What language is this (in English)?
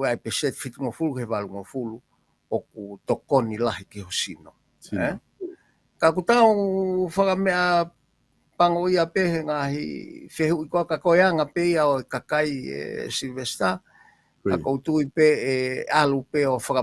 Tongan